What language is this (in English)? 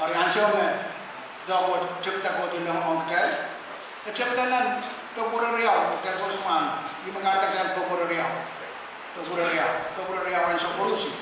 Pohnpeian